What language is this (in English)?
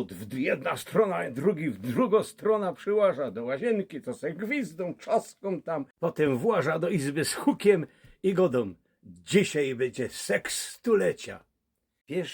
Silesian